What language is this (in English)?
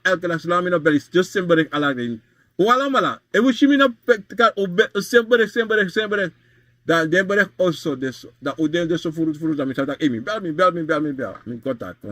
Sranan Tongo